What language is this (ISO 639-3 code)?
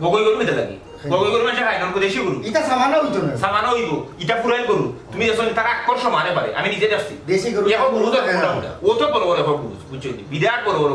syl